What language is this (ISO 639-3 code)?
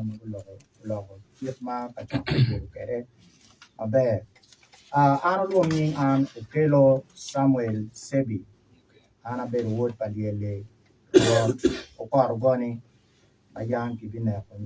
ach